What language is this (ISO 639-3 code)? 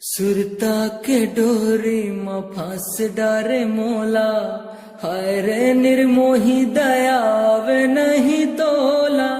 hne